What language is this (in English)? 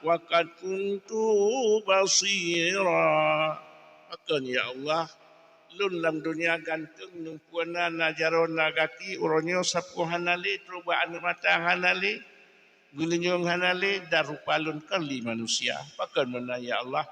Achinese